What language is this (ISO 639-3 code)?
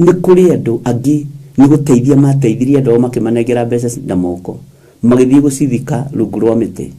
kik